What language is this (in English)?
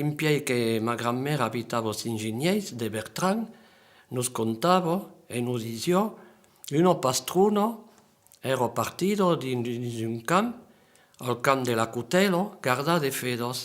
Occitan